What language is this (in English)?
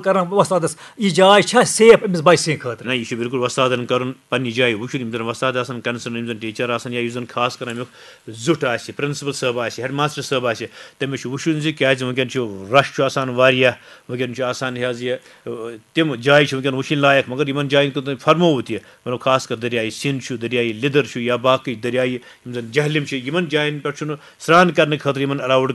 Kashmiri